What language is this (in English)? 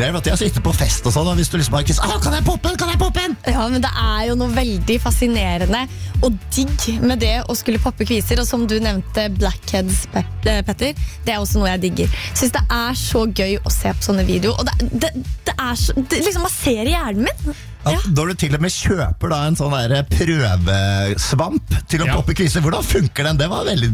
Norwegian